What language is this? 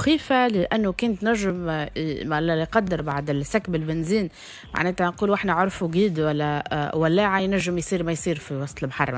Tunisian Arabic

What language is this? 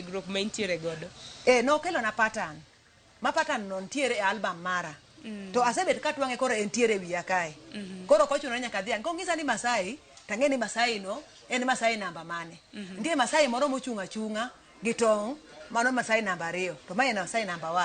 Luo (Kenya and Tanzania)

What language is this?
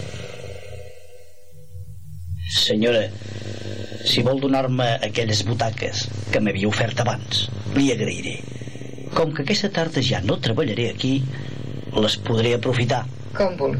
Catalan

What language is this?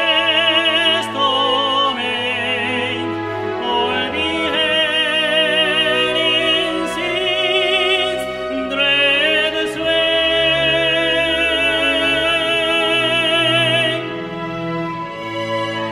English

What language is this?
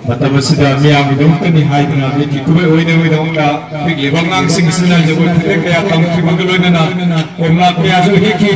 Manipuri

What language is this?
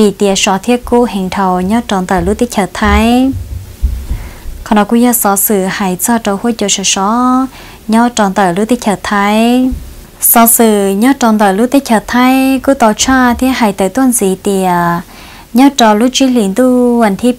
Vietnamese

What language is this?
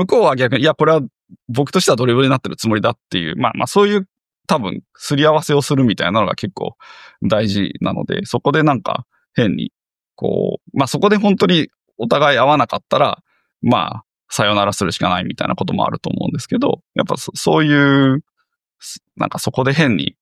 Japanese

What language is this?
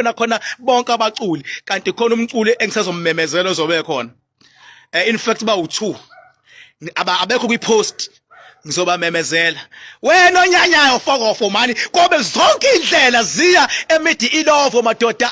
Zulu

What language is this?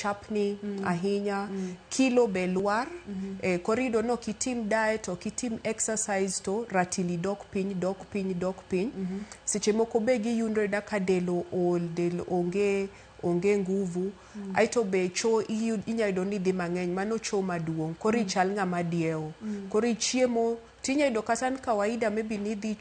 Luo (Kenya and Tanzania)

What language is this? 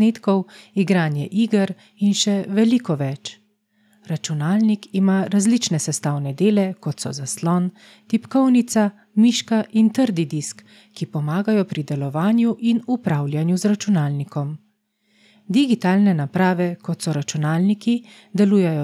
Slovenian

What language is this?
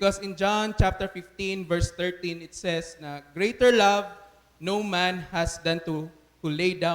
Cebuano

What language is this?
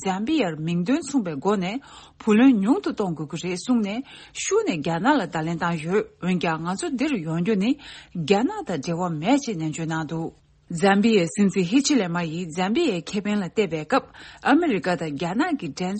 Tibetan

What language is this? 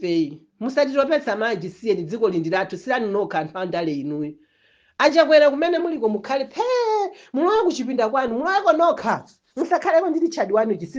Nyanja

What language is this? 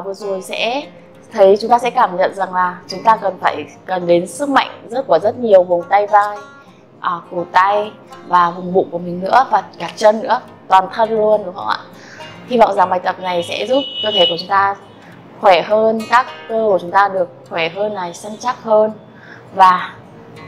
Vietnamese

